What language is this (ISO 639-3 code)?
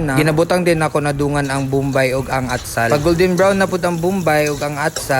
ceb